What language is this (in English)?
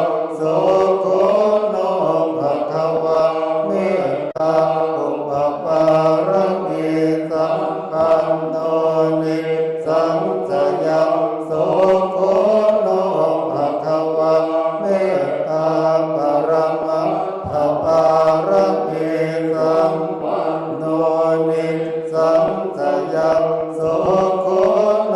Pali